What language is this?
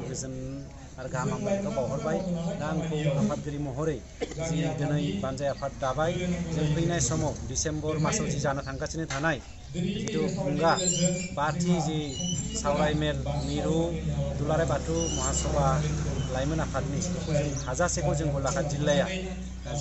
Bodo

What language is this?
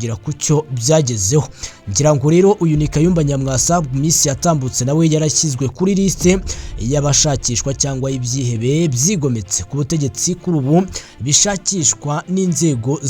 Kinyarwanda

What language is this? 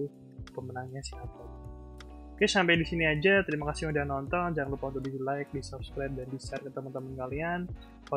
Indonesian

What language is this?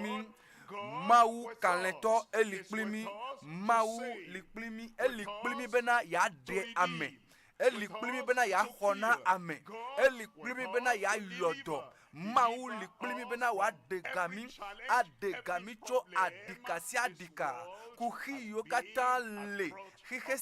Ewe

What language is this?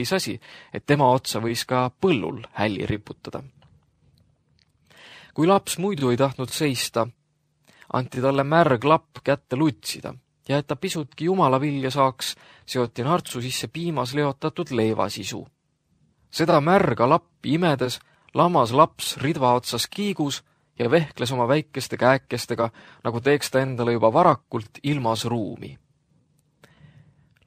Estonian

